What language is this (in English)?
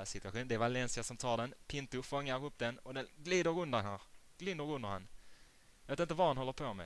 Swedish